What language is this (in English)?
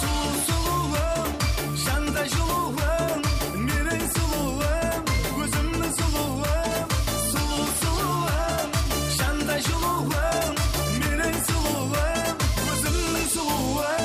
Kara-Kalpak